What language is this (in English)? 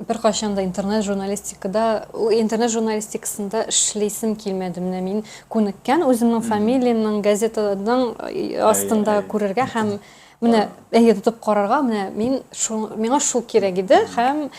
Tatar